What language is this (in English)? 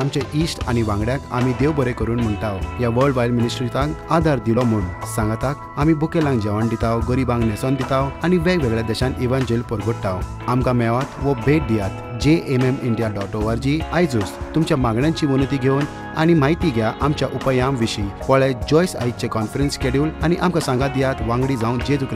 Konkani